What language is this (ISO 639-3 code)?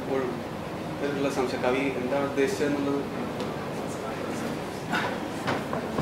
mal